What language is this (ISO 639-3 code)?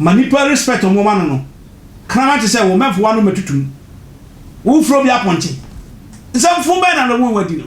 aka